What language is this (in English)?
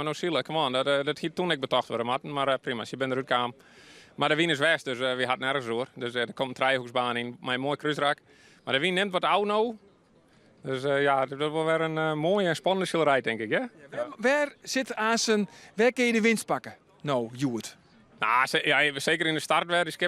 Western Frisian